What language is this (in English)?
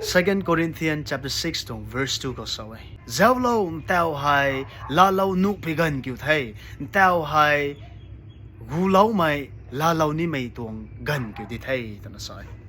Rongmei Naga